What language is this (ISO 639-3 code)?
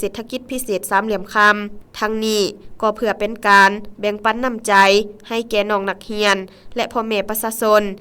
lao